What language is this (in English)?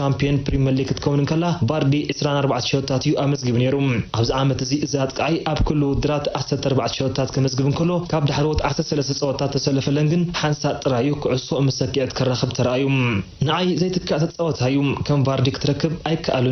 Tigrinya